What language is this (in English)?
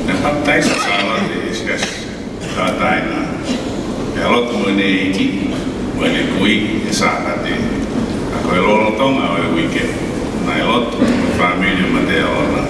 Tongan